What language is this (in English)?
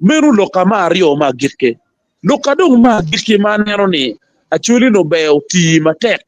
Acoli